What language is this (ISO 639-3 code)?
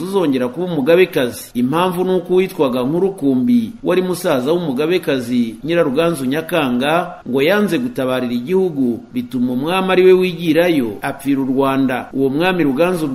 kin